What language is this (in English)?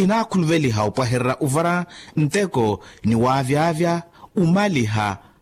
Makhuwa